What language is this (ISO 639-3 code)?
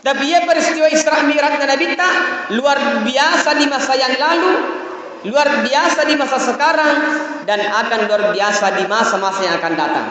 bug